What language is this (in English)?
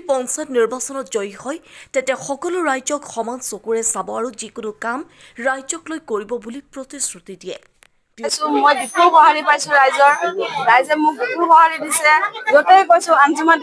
Assamese